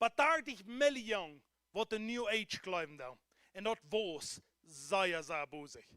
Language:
Plautdietsch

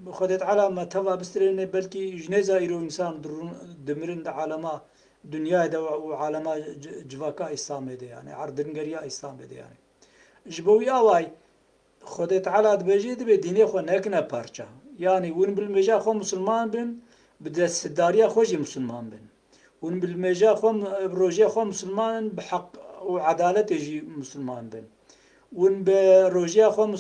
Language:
Kurdish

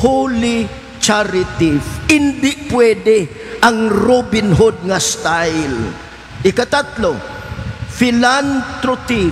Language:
Hiligaynon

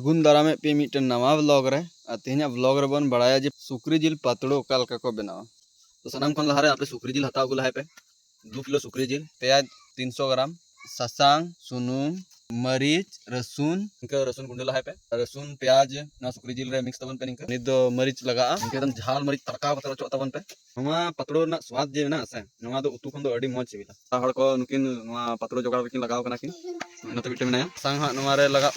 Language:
Santali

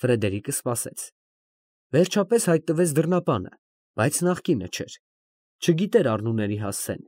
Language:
Armenian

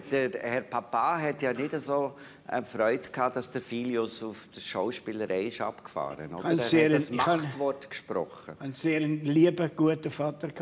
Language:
Swiss German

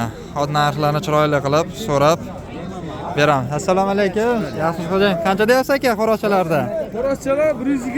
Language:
Uzbek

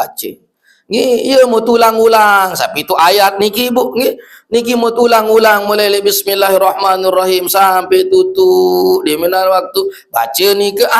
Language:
Sasak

